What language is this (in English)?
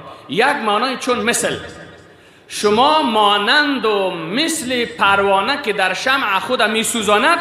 Persian